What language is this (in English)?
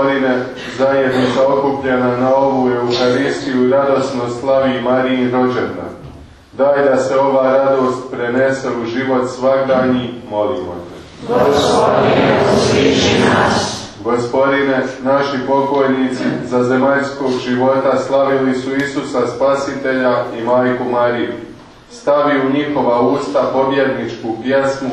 Croatian